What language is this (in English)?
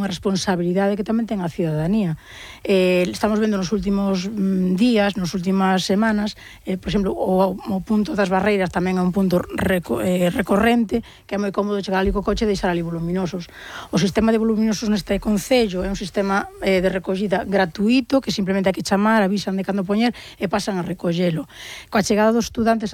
Galician